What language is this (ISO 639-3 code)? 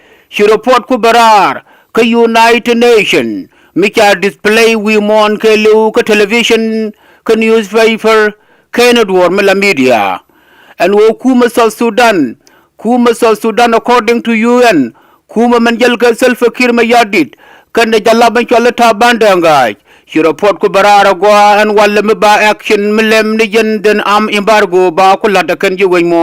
nus